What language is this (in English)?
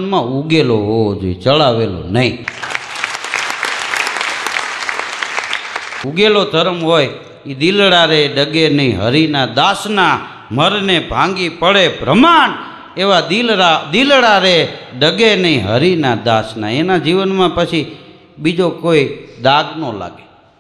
Gujarati